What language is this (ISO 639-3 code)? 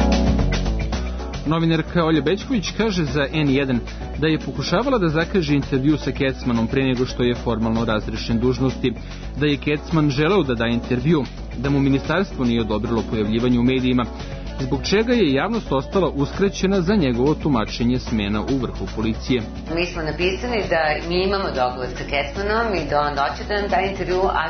srp